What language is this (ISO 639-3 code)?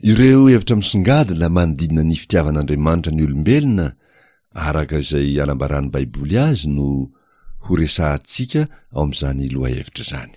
mlg